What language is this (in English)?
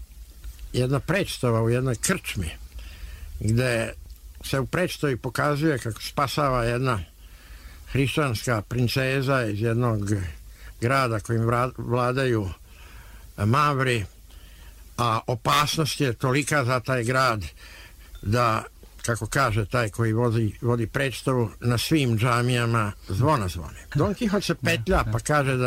Serbian